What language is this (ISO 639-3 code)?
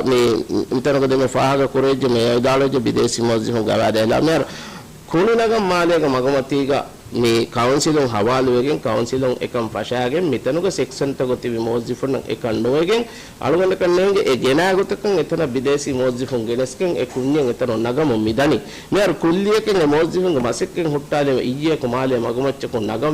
div